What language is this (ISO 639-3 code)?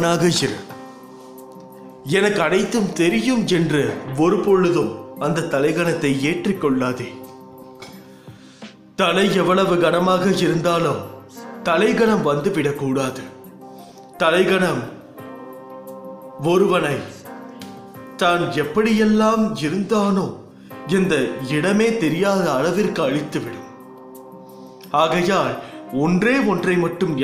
tam